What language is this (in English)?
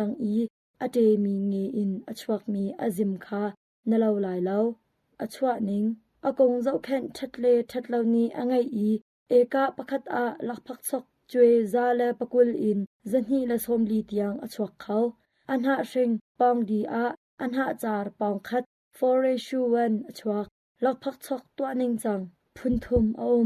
Hakha Chin